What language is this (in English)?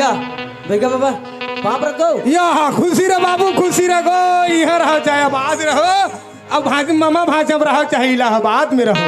Chhattisgarhi